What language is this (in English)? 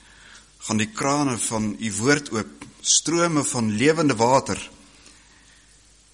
Afrikaans